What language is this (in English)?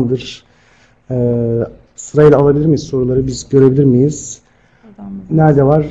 Turkish